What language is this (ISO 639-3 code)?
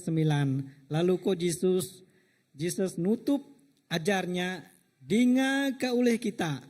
iba